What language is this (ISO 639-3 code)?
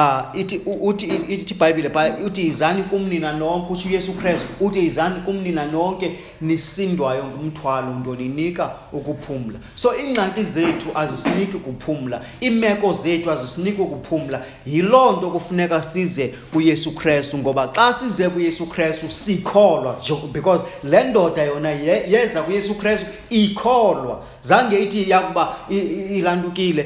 xho